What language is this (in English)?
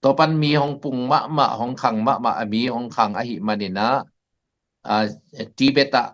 Tedim Chin